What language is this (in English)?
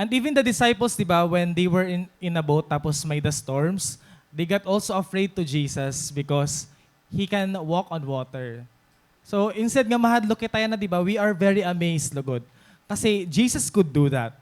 Waray